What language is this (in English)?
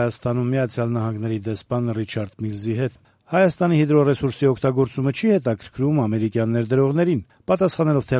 Armenian